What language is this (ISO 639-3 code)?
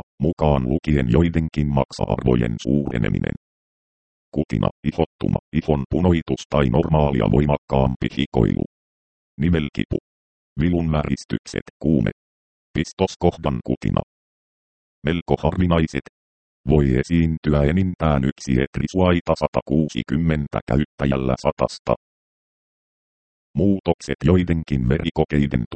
fin